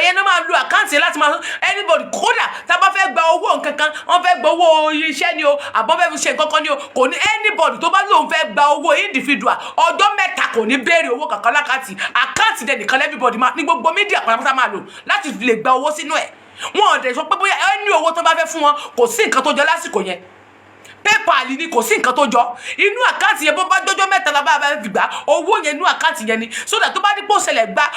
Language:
Yoruba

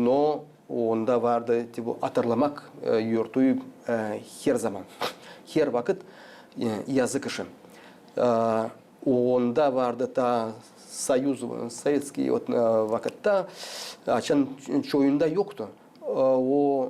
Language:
Gagauz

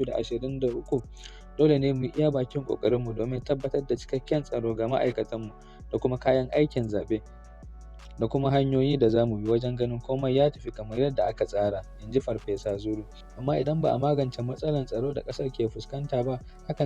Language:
Hausa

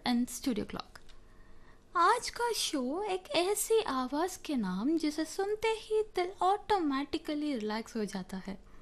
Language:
Hindi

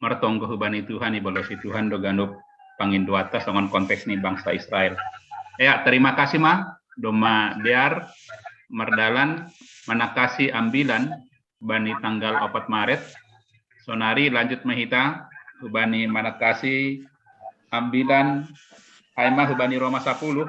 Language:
Batak Simalungun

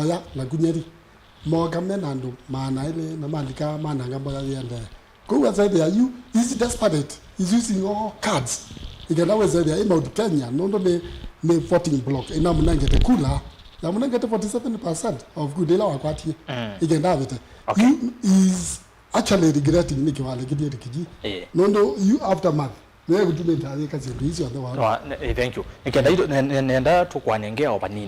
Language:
Kamba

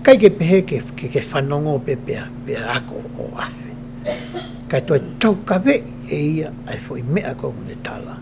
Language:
Tongan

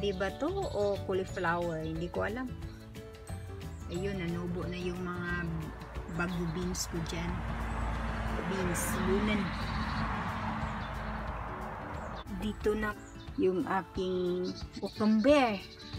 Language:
Filipino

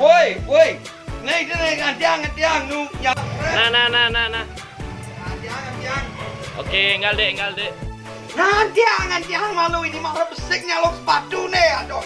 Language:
Balinese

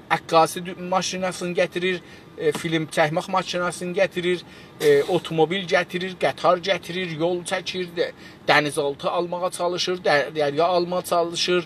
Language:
South Azerbaijani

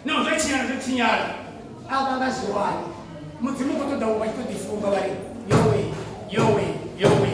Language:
Venda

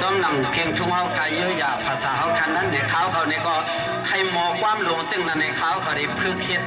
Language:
Shan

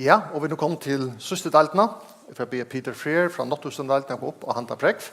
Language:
Faroese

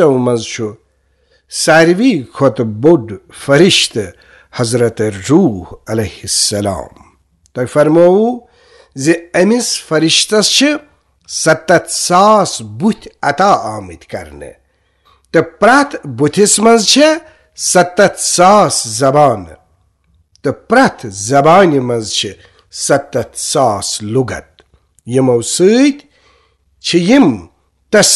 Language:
Kashmiri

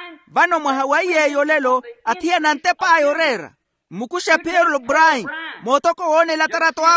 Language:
Makhuwa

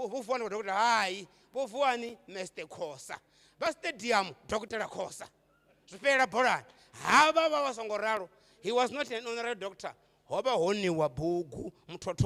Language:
Venda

